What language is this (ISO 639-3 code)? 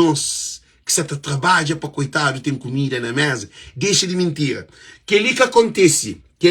kea